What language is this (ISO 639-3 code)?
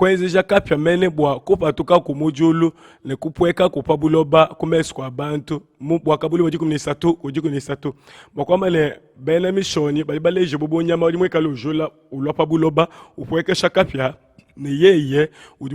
lua